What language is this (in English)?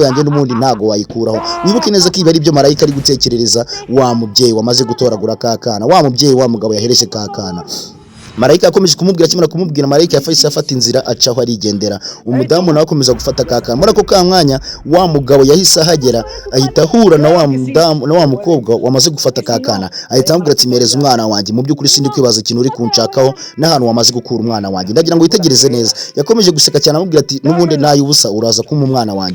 Kinyarwanda